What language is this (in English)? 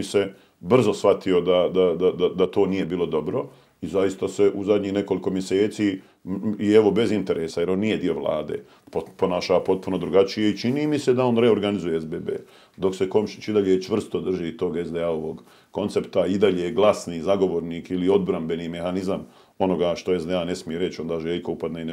Bosnian